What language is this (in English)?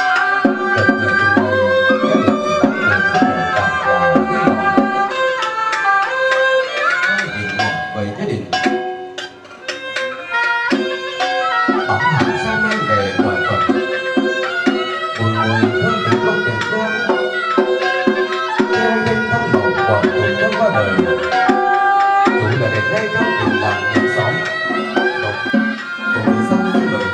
Vietnamese